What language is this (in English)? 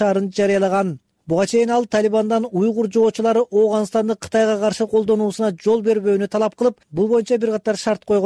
Kyrgyz